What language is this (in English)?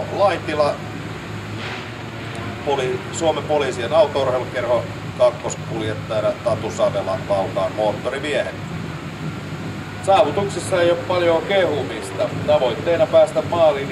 Finnish